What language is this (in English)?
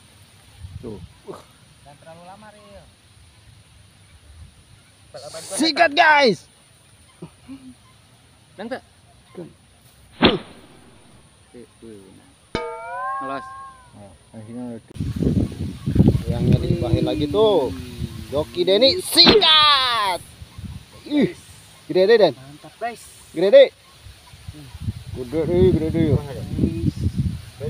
Indonesian